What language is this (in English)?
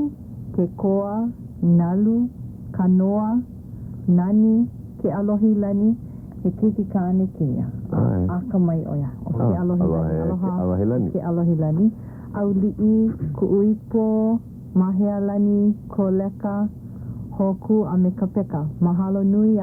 Hawaiian